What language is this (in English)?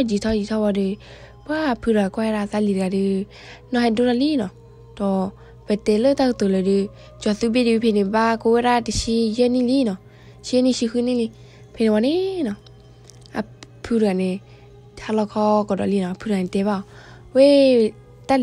S'gaw Karen